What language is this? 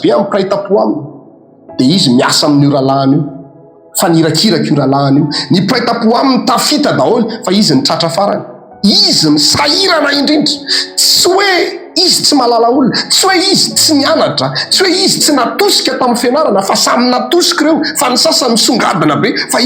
Malagasy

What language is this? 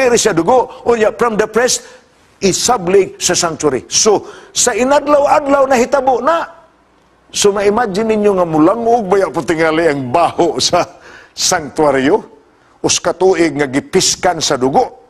Cebuano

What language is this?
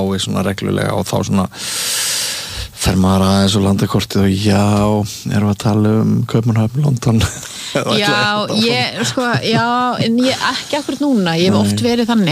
Icelandic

